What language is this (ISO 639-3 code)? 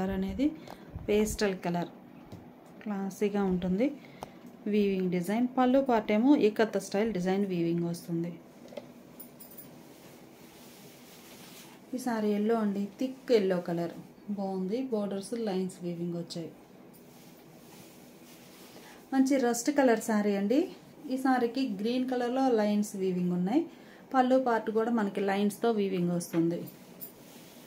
tel